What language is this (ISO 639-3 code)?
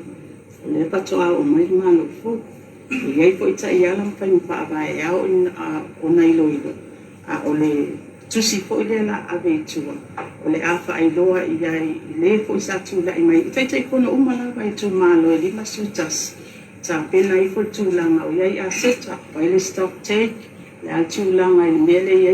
smo